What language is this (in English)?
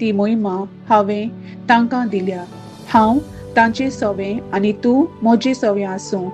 Konkani